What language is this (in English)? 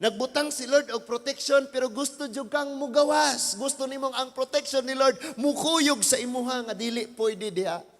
Cebuano